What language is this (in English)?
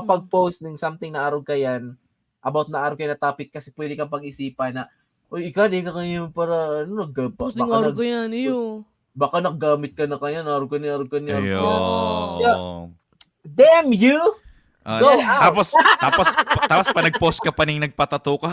Bikol